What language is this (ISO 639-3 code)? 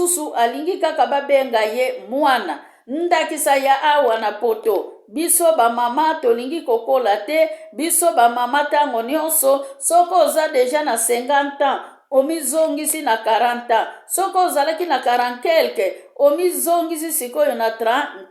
lin